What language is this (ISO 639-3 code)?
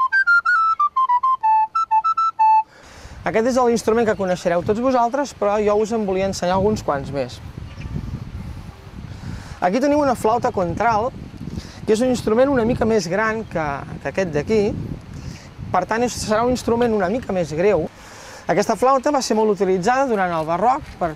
cat